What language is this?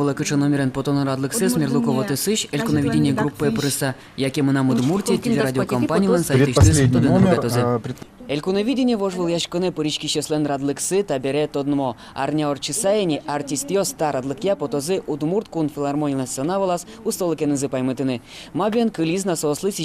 Udmurt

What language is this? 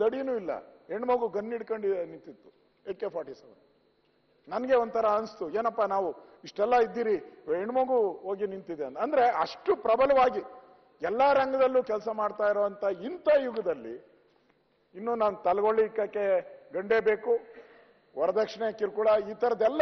Kannada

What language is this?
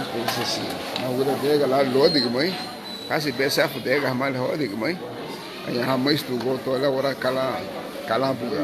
Garifuna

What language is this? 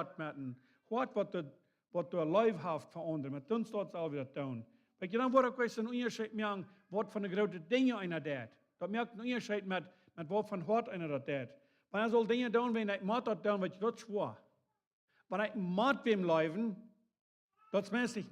Plautdietsch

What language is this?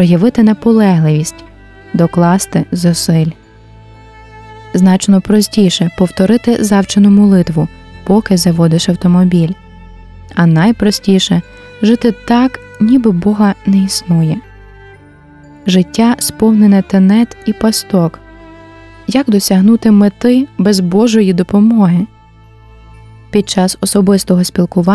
Ukrainian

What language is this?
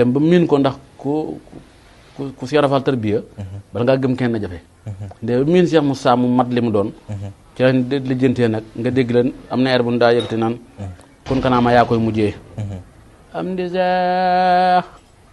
Wolof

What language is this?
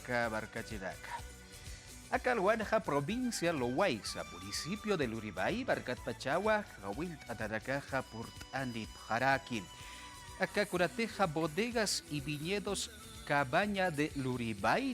Aymara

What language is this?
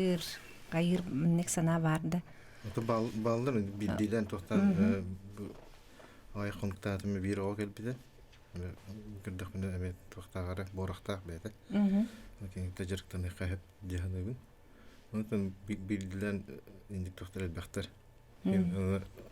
Yakut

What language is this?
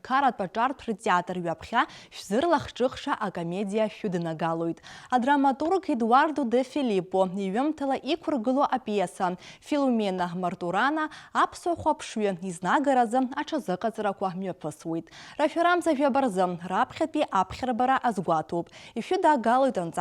Abkhazian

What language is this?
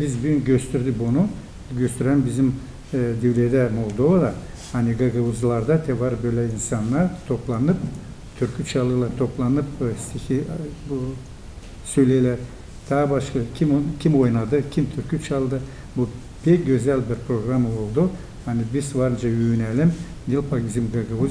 Gagauz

